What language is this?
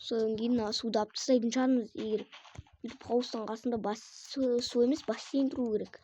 Kazakh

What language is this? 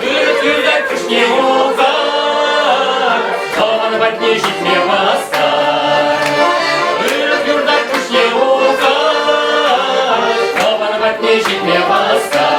Chuvash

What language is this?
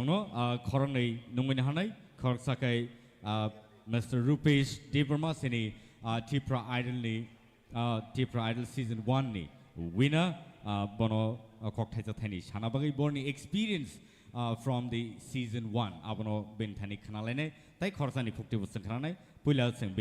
Kok Borok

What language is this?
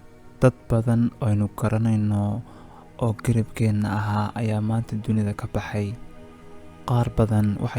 Somali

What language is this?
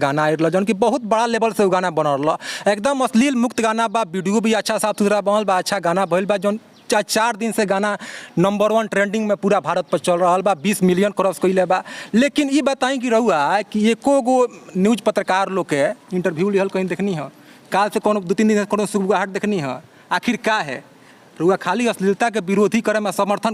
Bhojpuri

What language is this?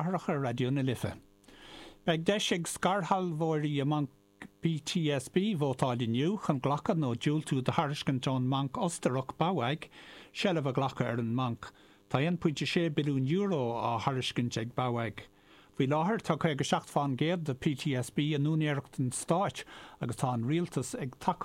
Irish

